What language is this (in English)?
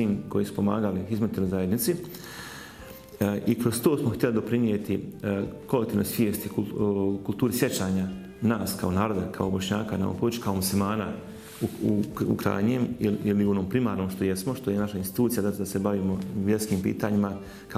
Bosnian